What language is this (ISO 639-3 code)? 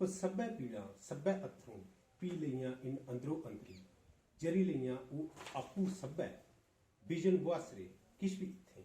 doi